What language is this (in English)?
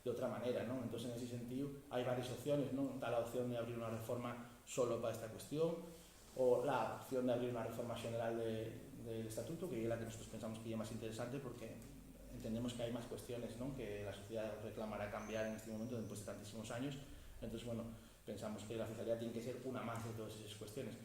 Asturian